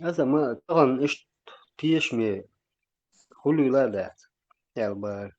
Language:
Chechen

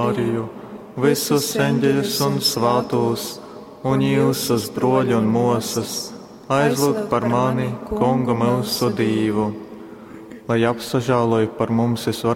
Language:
Latgalian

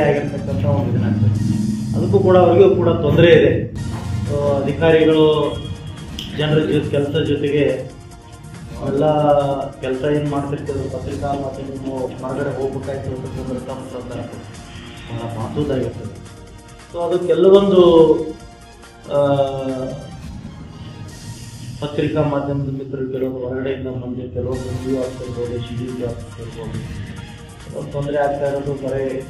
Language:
Kannada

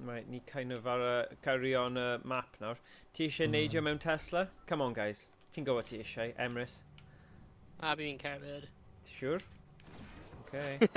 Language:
Welsh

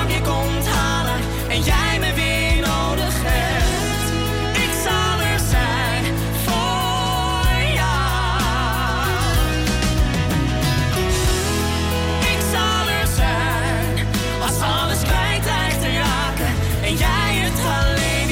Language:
Dutch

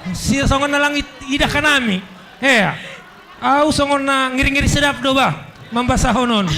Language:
Batak Simalungun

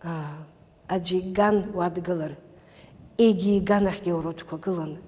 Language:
Abkhazian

